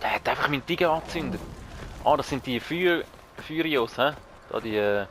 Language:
Swiss German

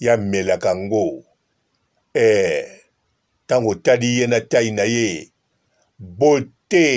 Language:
Lingala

